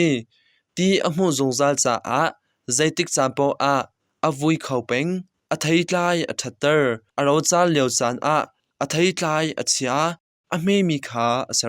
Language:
Hakha Chin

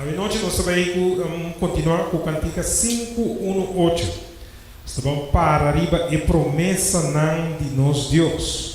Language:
Papiamento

